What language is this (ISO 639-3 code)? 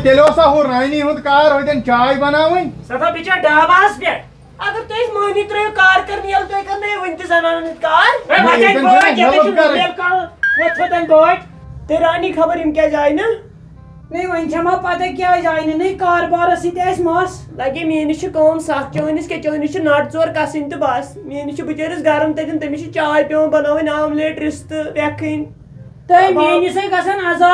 kas